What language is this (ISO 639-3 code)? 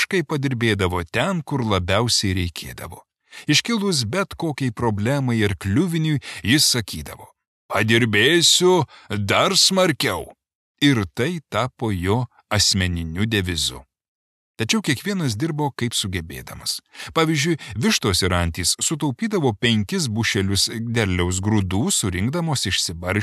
lit